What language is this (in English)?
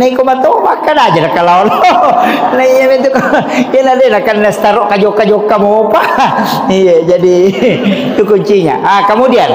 Buginese